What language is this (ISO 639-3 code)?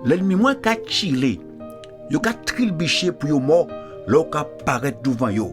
gcf